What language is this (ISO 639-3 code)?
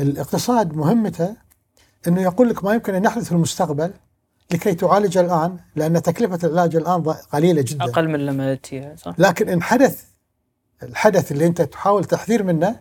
afb